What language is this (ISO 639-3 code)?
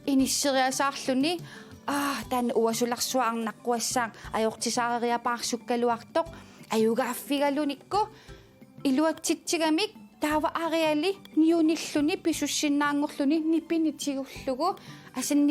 kal